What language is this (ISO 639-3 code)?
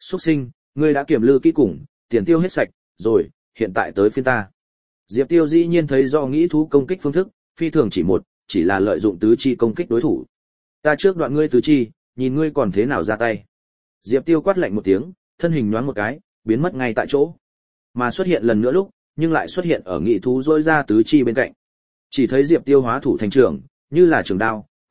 vie